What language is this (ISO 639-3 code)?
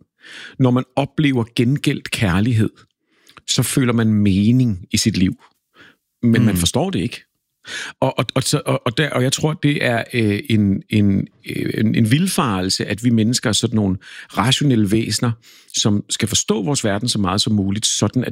dan